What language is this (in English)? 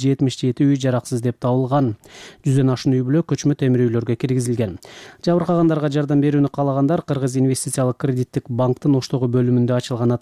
Kyrgyz